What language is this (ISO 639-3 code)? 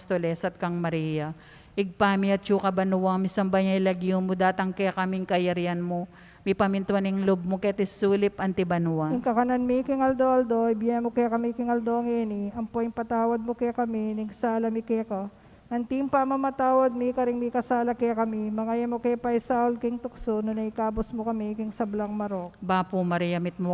pam